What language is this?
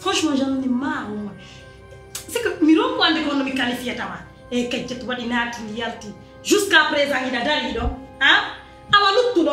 Pular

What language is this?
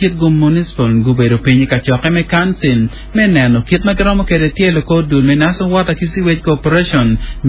Acoli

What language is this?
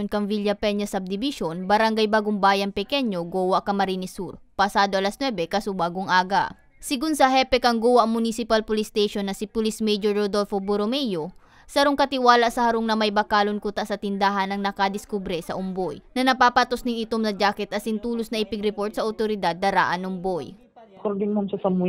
Bikol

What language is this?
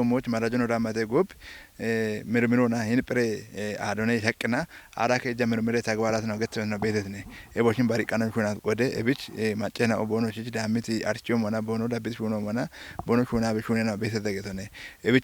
Kafa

